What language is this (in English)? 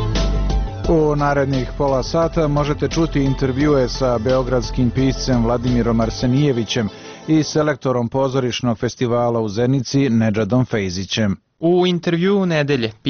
Serbian